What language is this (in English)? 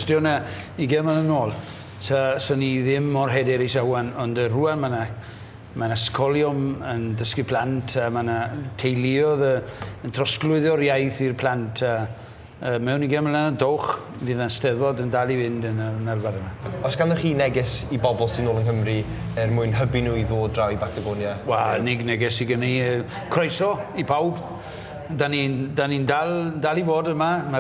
Welsh